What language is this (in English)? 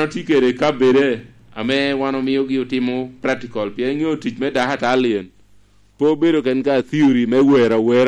Lango (Uganda)